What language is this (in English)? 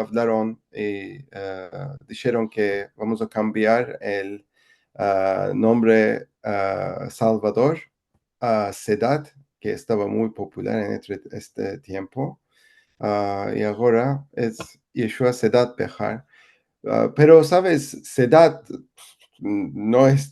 Ladino